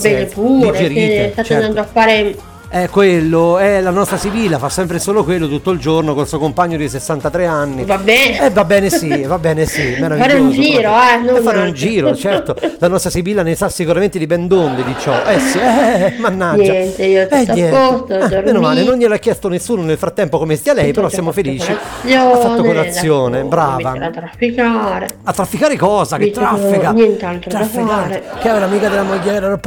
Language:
Italian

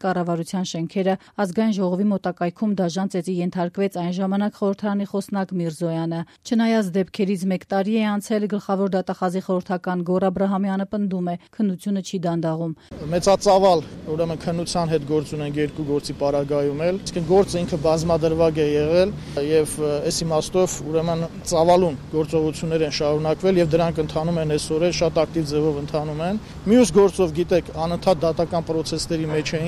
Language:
Armenian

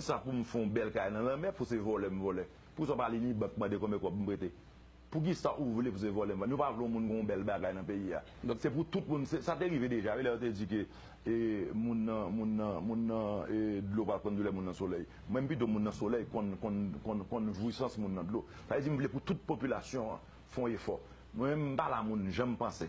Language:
Haitian Creole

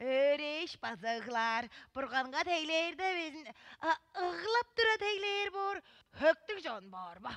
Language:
Tuvinian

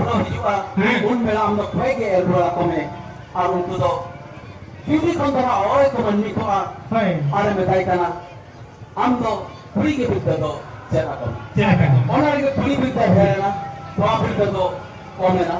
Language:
Santali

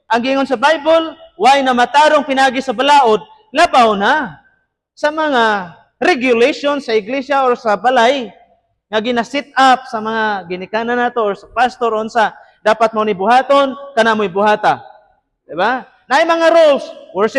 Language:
Cebuano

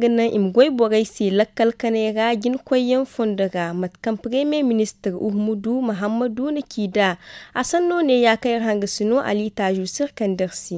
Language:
Zarma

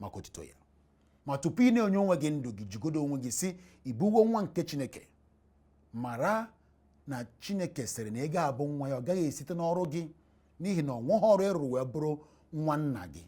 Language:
Igbo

